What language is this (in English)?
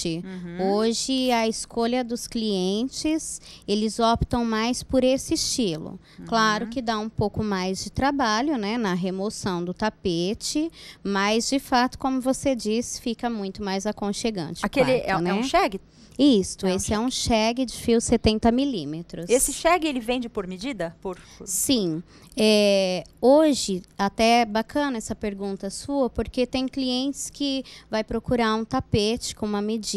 Portuguese